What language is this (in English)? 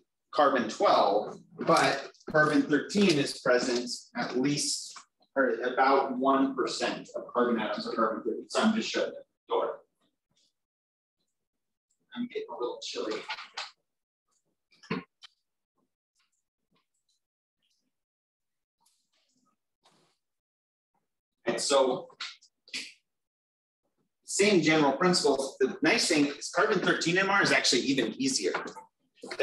English